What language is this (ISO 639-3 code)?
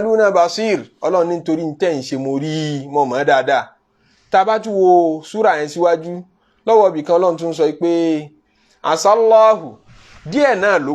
yor